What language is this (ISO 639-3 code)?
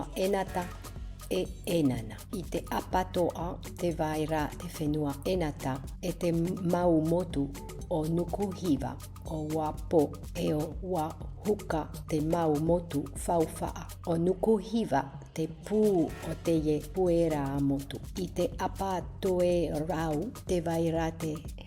tah